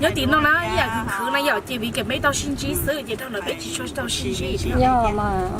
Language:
Hmong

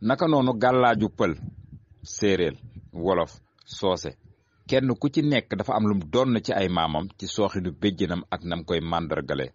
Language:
Wolof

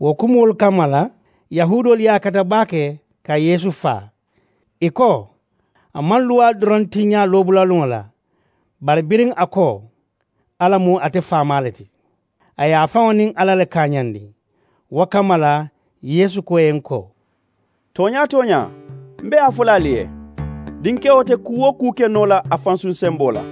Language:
Mandingo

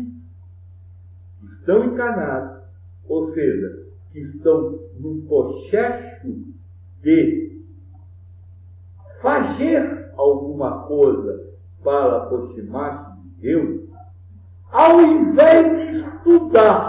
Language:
Portuguese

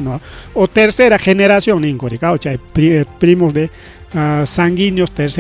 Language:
Ayacucho Quechua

